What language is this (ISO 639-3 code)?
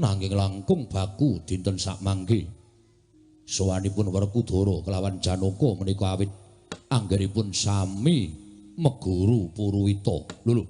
jav